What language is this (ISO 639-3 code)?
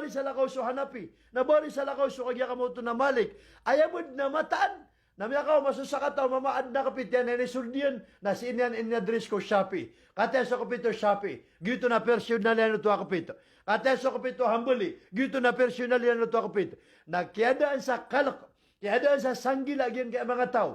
mrw